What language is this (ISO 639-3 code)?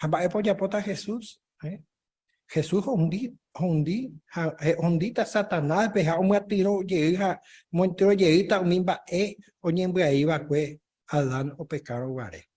grn